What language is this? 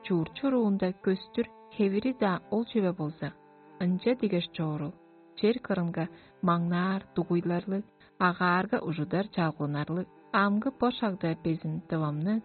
Tuvinian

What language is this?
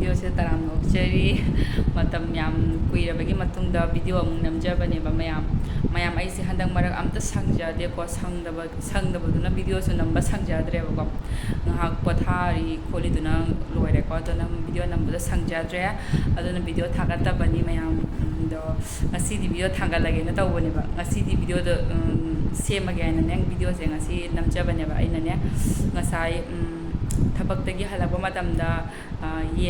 Manipuri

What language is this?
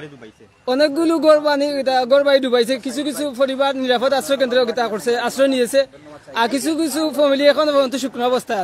Sylheti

